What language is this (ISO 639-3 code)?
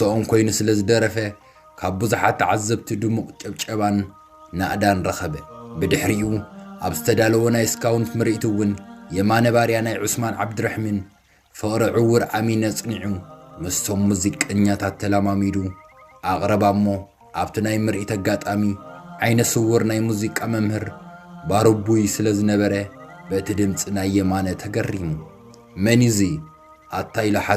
tir